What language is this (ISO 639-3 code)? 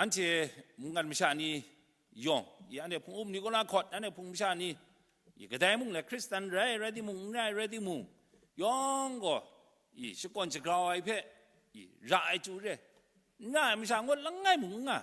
kac